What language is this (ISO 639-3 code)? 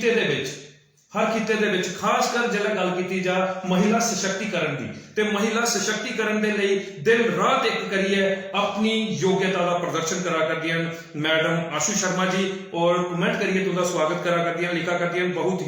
doi